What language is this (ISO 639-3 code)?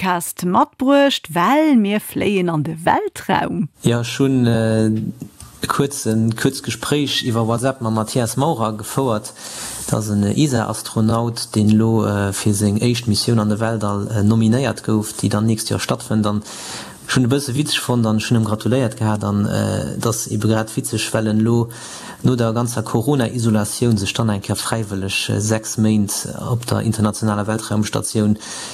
ltz